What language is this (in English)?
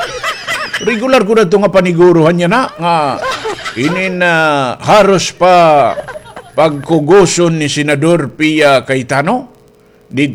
Waray